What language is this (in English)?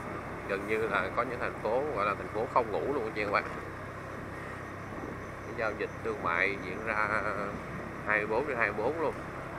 Vietnamese